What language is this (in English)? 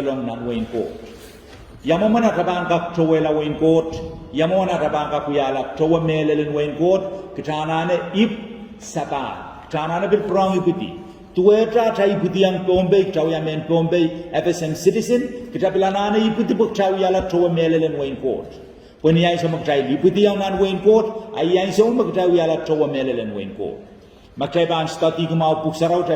Pohnpeian